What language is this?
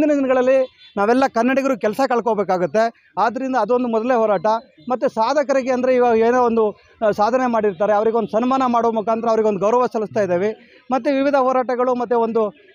Kannada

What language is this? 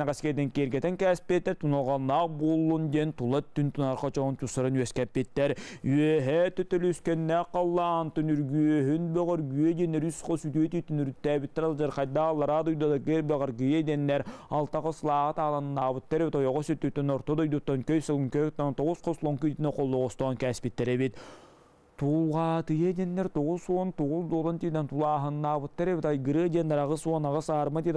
Yakut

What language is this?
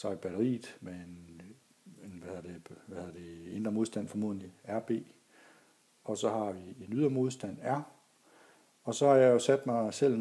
Danish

